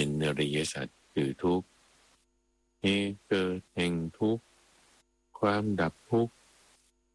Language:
Thai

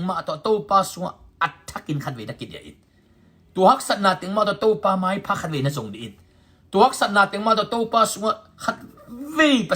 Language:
Tedim Chin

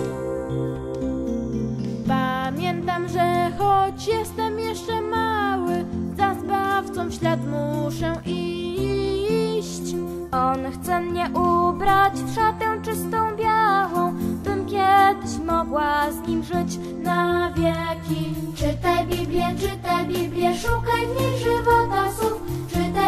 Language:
Polish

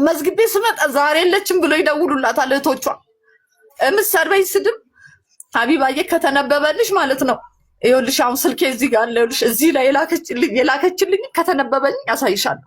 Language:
Amharic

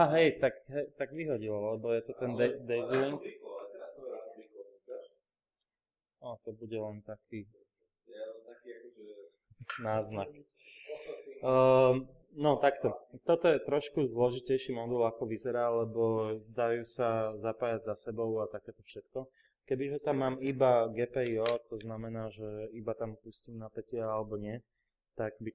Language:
Slovak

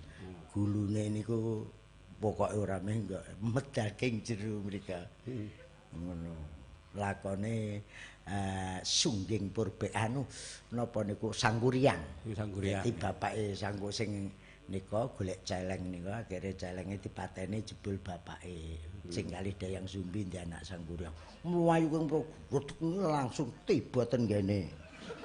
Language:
Javanese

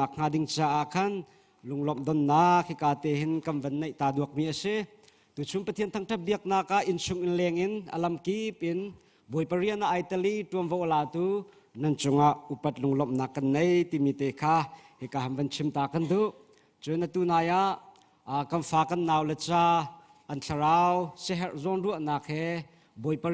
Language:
Hakha Chin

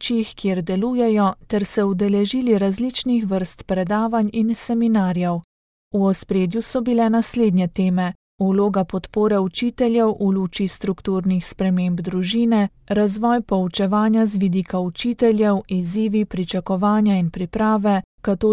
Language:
Slovenian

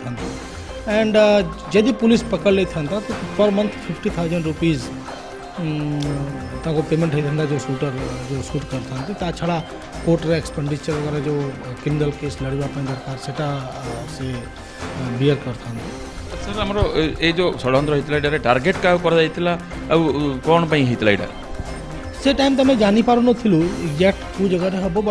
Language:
Odia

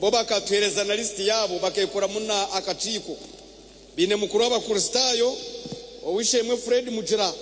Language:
Nyankole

